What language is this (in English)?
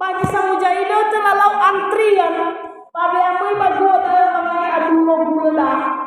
Nias